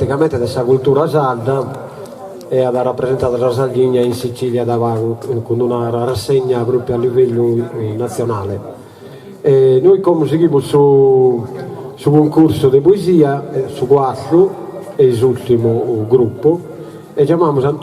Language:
Sardinian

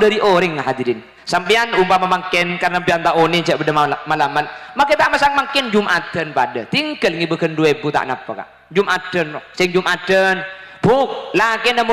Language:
Madurese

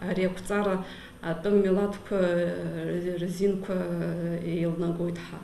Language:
Abkhazian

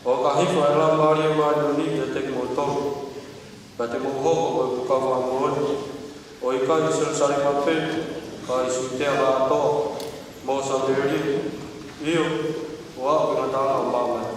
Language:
Tongan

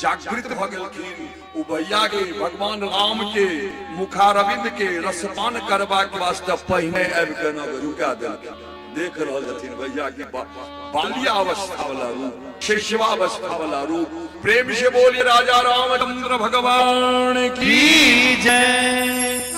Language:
Maithili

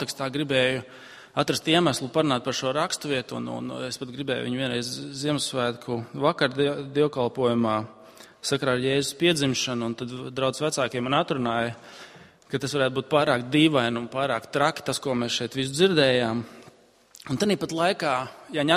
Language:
Latvian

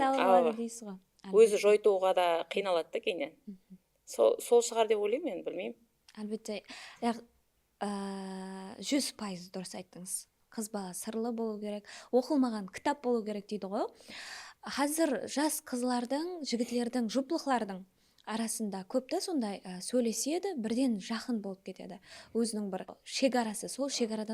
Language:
Kara-Kalpak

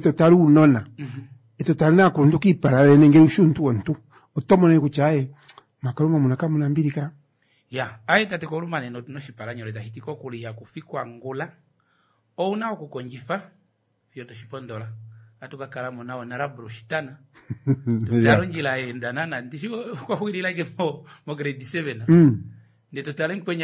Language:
Kuanyama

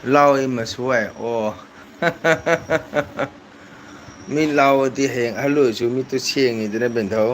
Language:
Manipuri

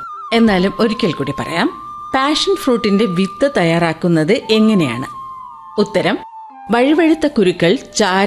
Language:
Malayalam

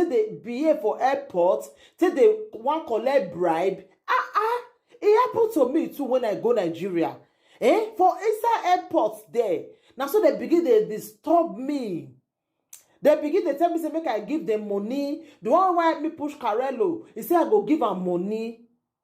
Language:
Nigerian Pidgin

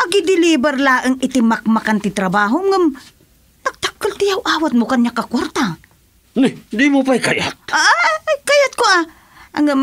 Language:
Iloko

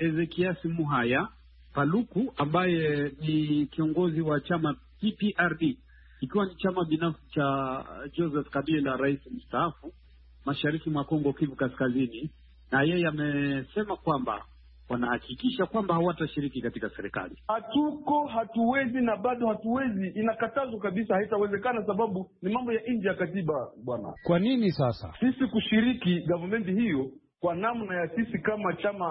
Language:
Swahili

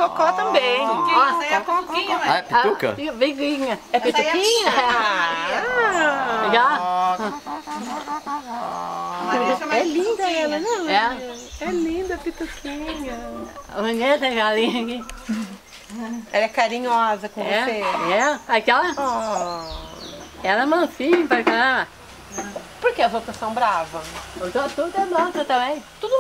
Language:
Portuguese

